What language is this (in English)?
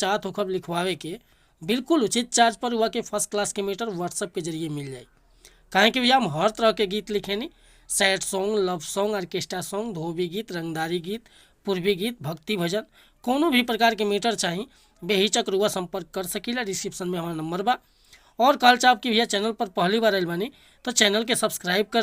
Bhojpuri